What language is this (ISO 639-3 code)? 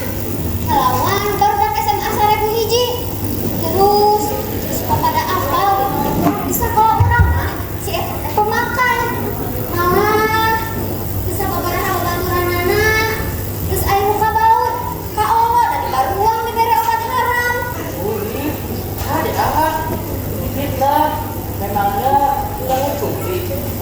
sun